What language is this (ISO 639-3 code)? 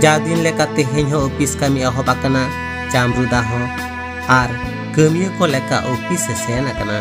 sat